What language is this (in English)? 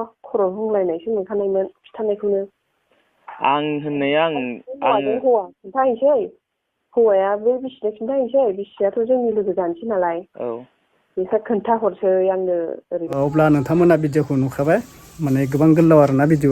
Bodo